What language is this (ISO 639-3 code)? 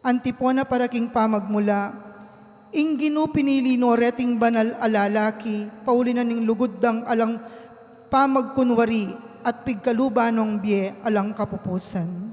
pam